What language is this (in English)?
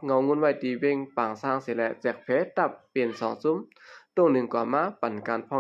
Shan